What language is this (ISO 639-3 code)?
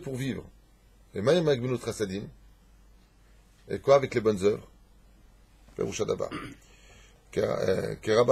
fra